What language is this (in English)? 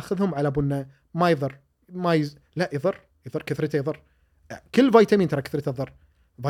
Gulf Arabic